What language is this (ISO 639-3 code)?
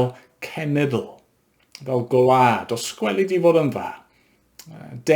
cym